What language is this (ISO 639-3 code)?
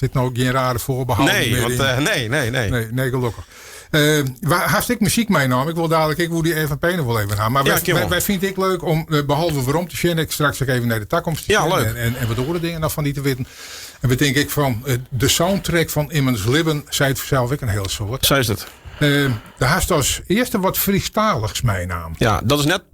fry